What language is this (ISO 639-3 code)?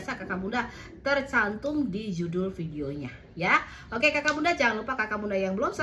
ind